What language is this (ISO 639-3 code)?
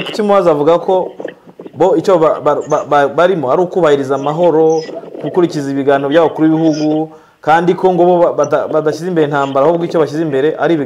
kin